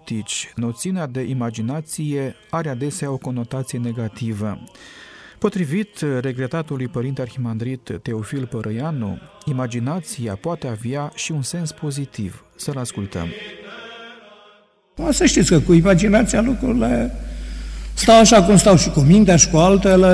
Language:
Romanian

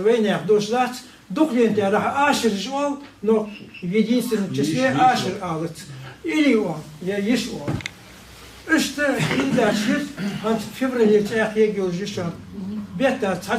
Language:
Ingush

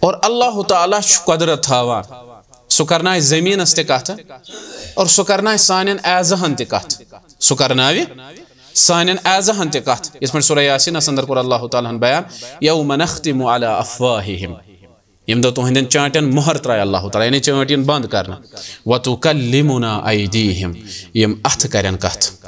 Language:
Kashmiri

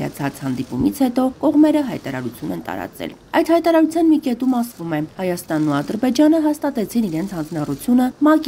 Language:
Armenian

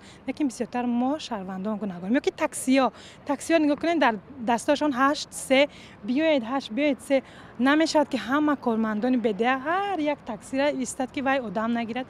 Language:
Tajik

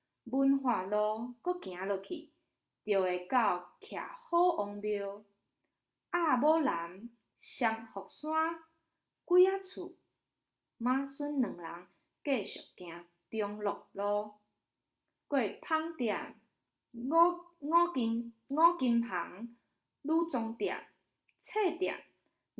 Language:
Min Nan Chinese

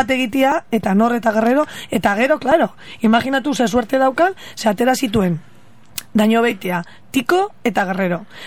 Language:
Basque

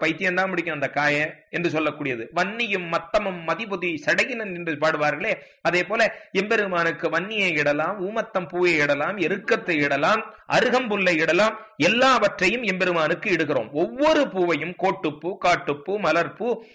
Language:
Tamil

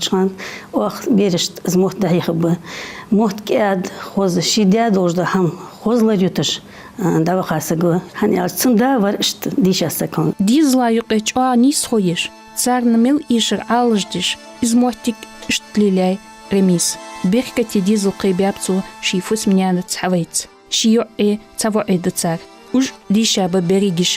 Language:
Ingush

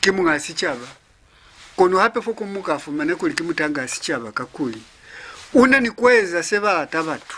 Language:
Lozi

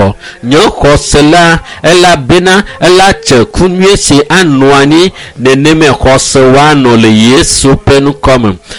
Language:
Ewe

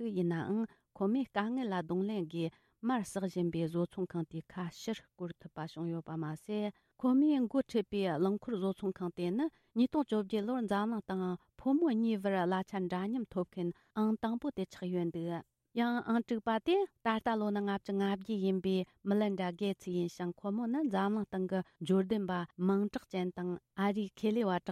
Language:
Tibetan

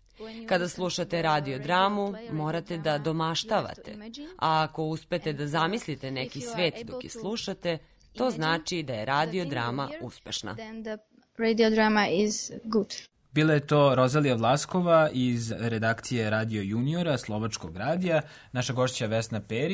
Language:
Serbian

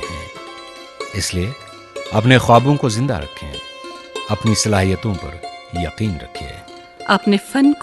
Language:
Urdu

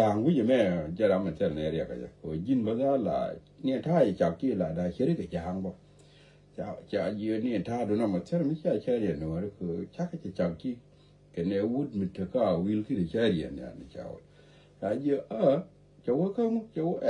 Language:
Nuer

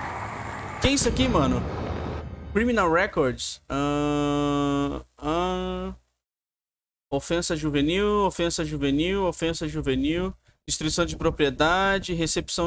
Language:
Portuguese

